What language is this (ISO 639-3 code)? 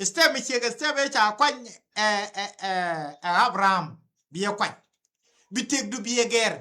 nus